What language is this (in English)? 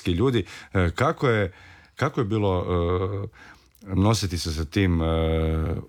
Croatian